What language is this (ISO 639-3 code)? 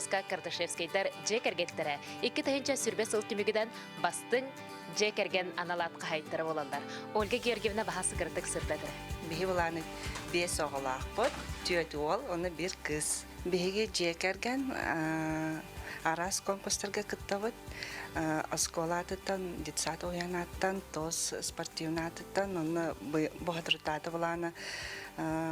sah